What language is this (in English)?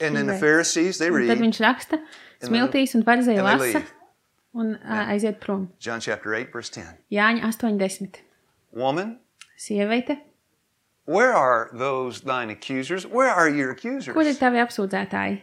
Latvian